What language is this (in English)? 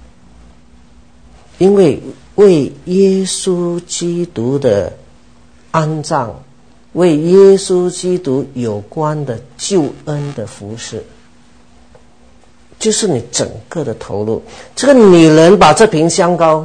Chinese